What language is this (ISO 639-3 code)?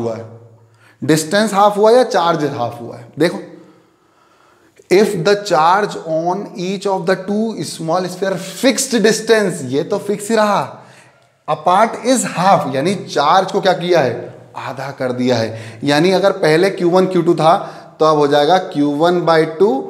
hin